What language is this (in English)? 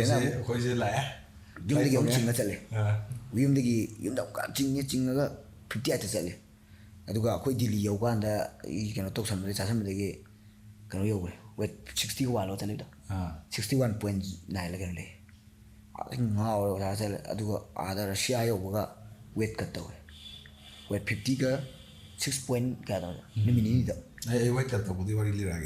Manipuri